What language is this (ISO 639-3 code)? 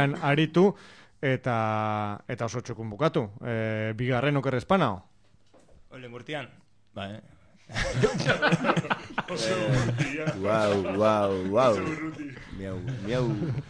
eus